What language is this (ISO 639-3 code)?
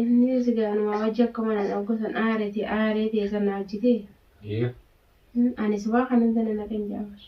orm